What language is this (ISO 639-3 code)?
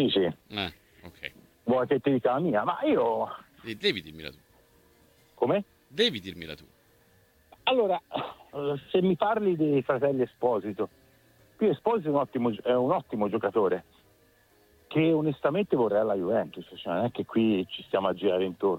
ita